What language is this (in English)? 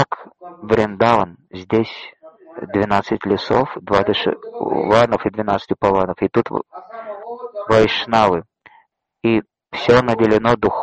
Russian